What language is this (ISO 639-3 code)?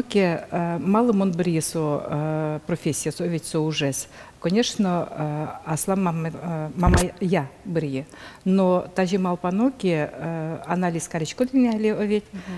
udm